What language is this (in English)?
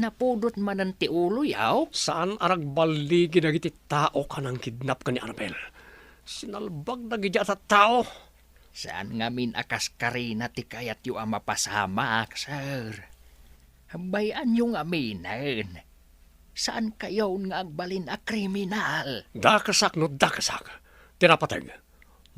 Iloko